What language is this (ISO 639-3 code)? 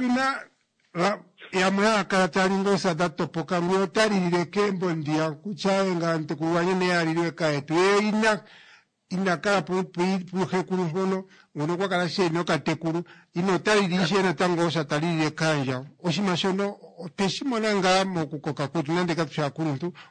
kua